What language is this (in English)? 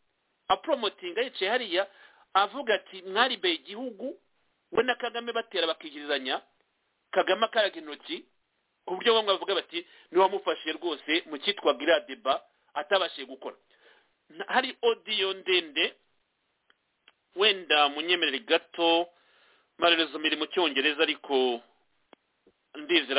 Kinyarwanda